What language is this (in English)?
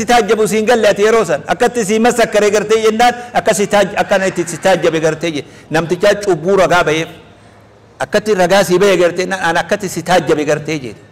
Oromo